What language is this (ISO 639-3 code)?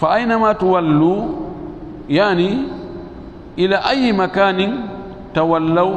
ful